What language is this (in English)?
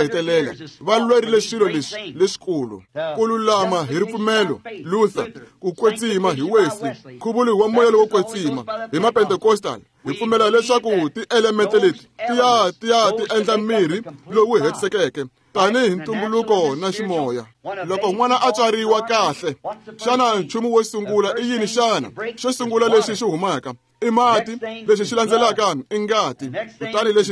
Tsonga